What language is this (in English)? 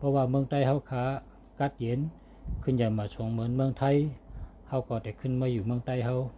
Shan